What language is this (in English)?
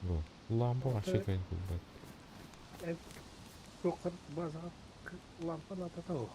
Yakut